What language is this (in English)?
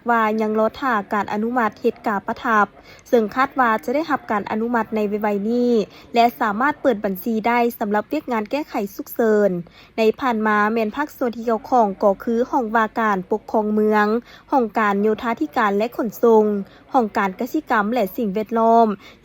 Lao